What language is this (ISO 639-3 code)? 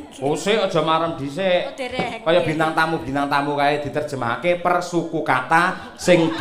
jav